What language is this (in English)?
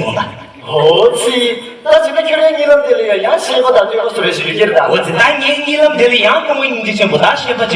Tibetan